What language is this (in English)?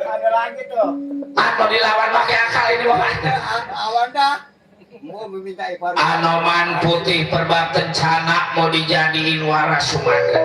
Betawi